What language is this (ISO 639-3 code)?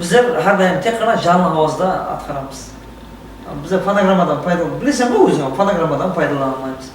kaa